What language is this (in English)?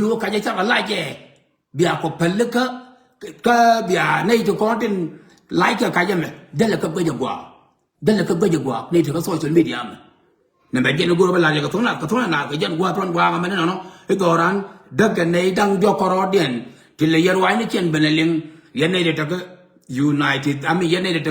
Nuer